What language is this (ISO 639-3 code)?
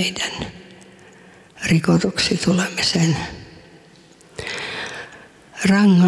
fin